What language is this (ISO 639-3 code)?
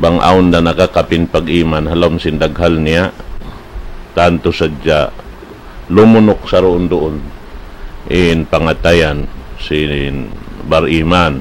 tsg